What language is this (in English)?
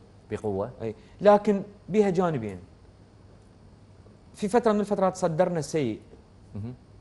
Mesopotamian Arabic